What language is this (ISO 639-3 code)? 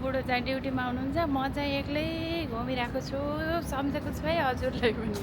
nep